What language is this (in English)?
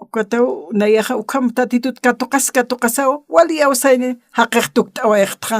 Aymara